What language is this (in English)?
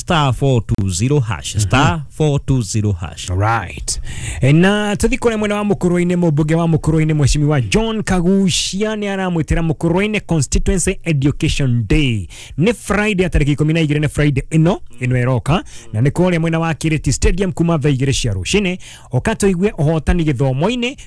Kikuyu